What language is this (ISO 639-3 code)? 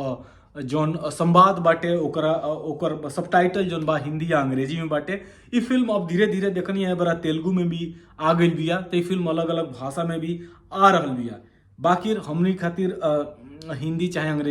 bho